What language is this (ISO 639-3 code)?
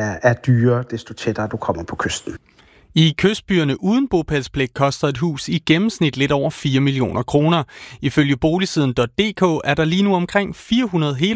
dan